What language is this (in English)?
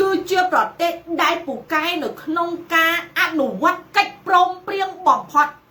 Khmer